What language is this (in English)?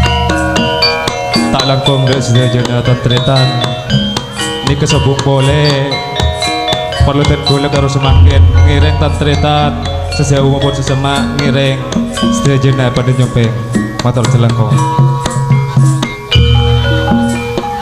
Madurese